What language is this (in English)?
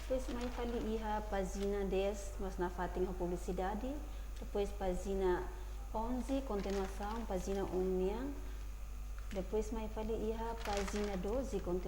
Tetum